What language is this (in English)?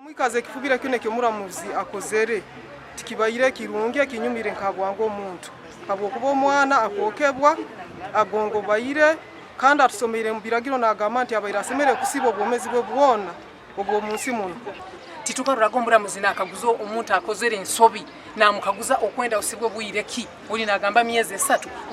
Nyankole